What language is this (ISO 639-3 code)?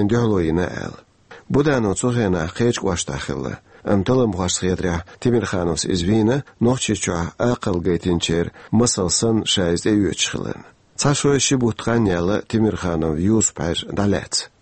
che